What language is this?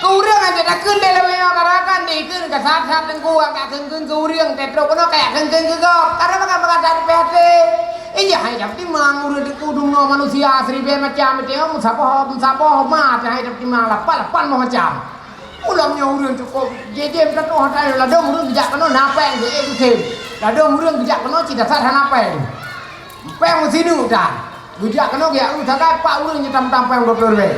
Achinese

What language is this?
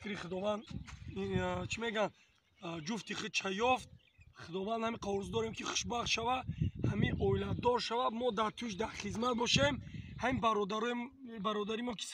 Tajik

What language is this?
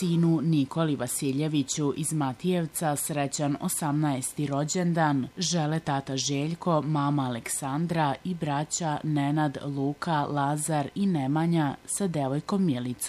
Serbian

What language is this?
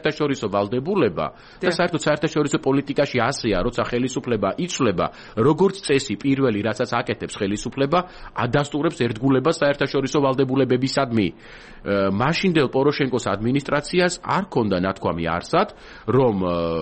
Georgian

